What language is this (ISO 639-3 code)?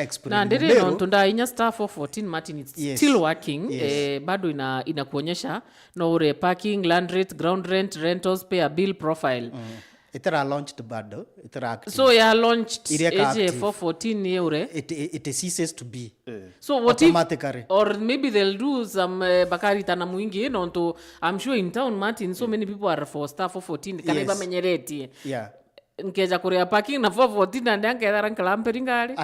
mer